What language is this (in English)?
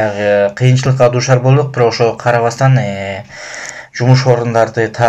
Kyrgyz